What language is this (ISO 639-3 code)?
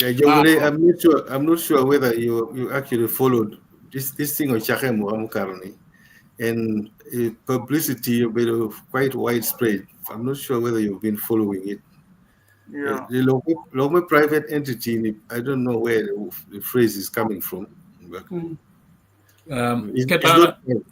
ach